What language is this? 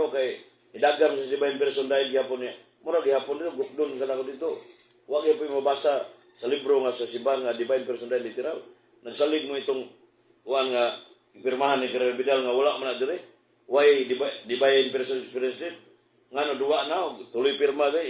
Cebuano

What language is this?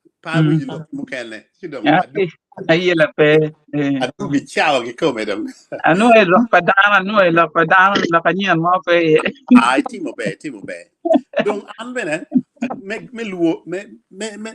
Acoli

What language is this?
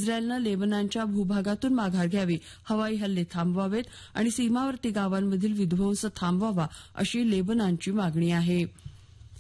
Marathi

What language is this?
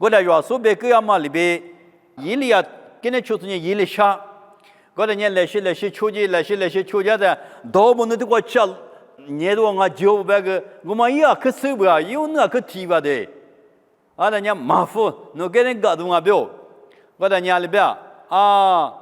Lisu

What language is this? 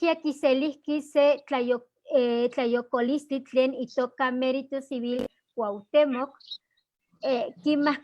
Eastern Huasteca Nahuatl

